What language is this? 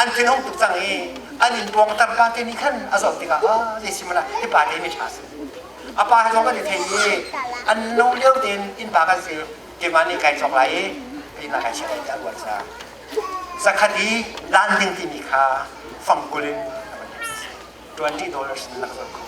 Hakha Chin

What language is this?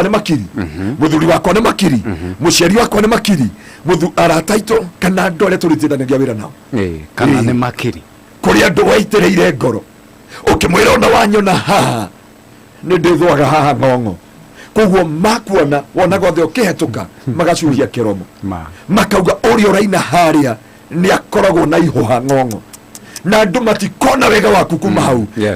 Kikuyu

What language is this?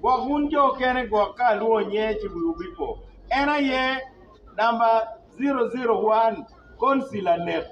Acoli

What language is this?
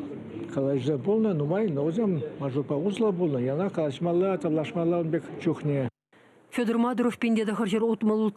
Chuvash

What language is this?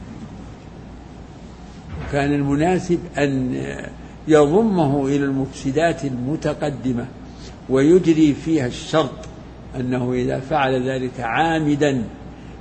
Arabic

